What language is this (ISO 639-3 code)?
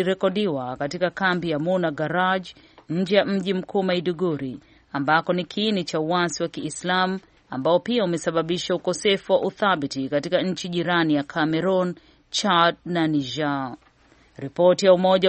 swa